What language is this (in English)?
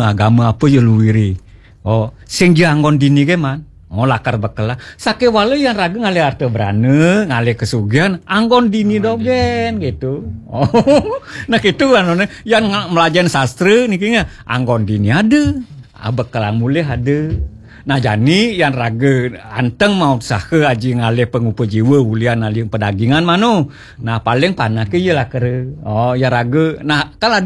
Balinese